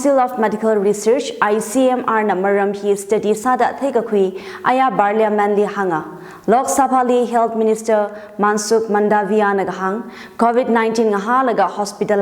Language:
Tangkhul Naga (India)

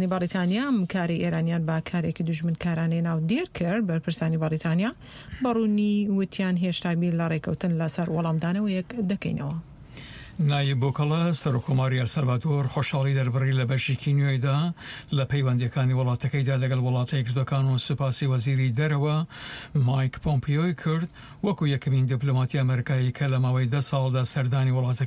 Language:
Central Kurdish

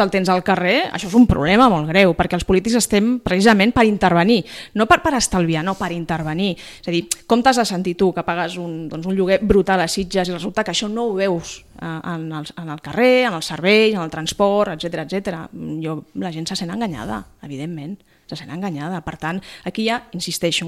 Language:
Catalan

